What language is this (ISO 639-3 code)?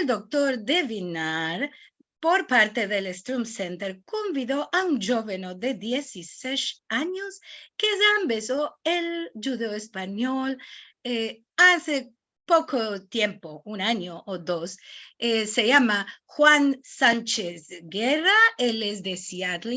lad